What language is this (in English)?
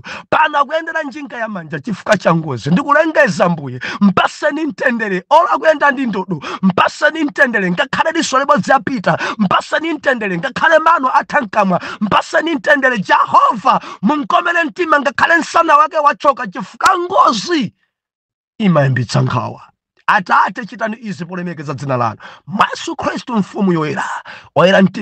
Nyanja